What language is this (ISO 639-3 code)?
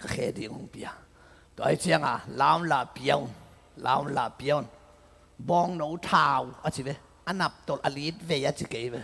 ctd